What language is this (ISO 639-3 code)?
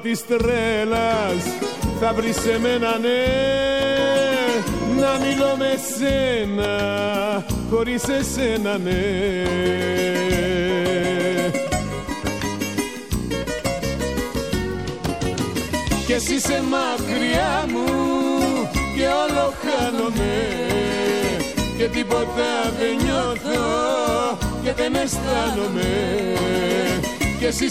ell